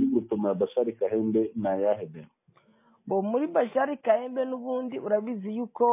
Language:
Kinyarwanda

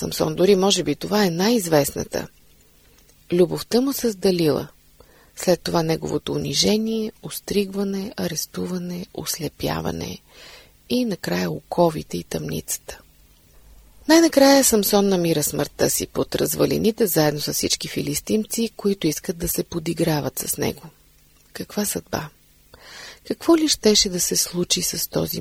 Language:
Bulgarian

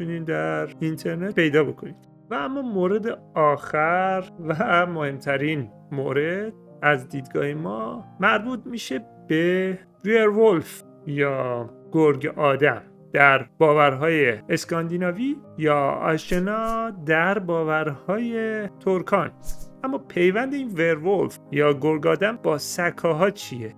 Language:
Persian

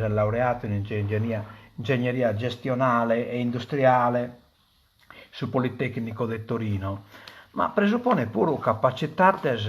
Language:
Sardinian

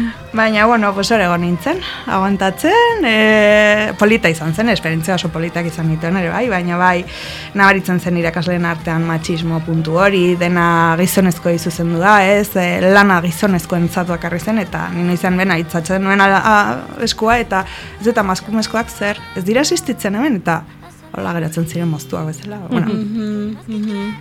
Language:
Basque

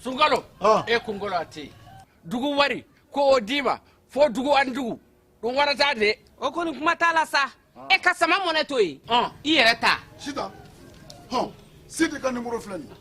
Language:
Bambara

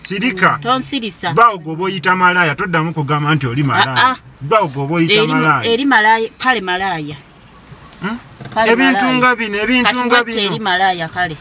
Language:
Ganda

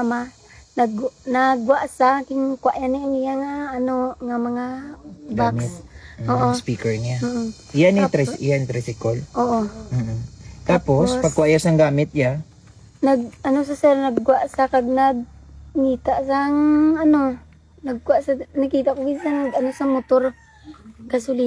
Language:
Hiligaynon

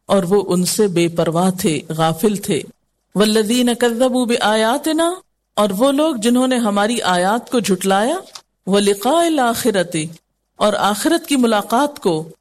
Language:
Urdu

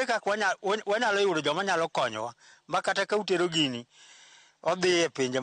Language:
Luo (Kenya and Tanzania)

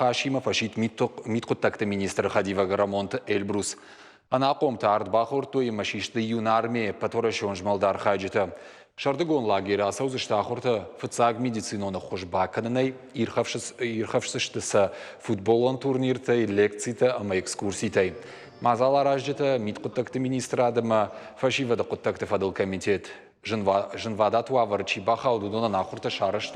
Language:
Ossetic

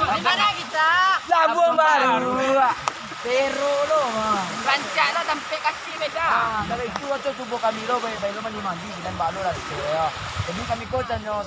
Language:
Minangkabau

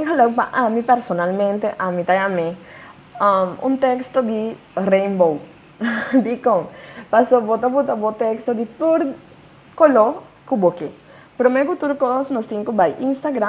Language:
Papiamento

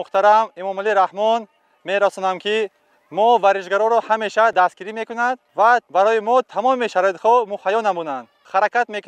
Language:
Tajik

